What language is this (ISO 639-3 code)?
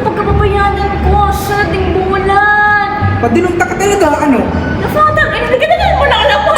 bik